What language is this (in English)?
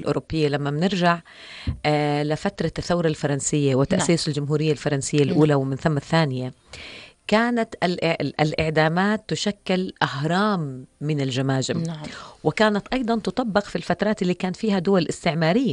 North Levantine Arabic